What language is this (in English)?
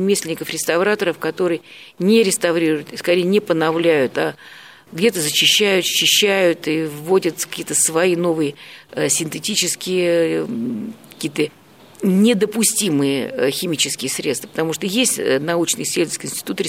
Russian